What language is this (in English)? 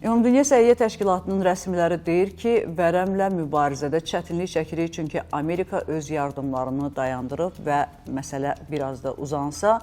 Azerbaijani